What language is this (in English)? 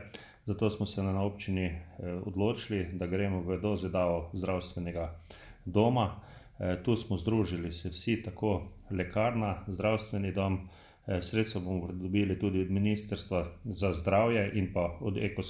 Slovenian